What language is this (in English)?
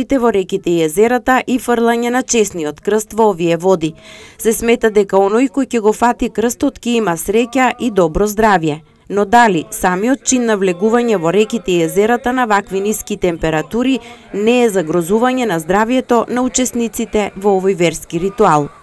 Macedonian